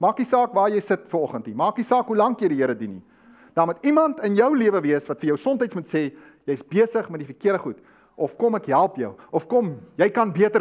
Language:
Afrikaans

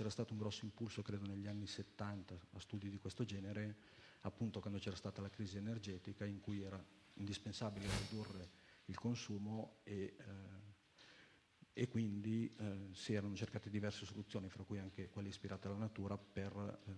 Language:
Italian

